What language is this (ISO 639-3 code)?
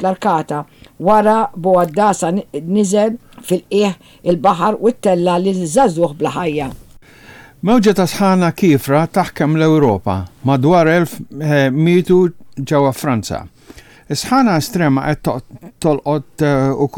mlt